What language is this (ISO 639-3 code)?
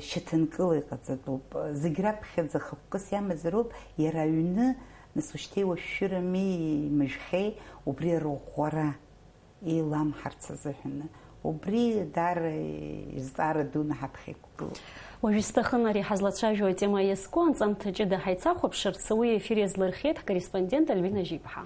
abk